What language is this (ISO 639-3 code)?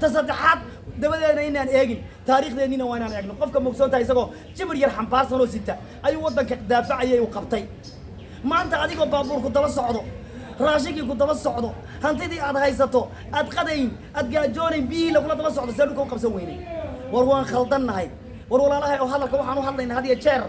som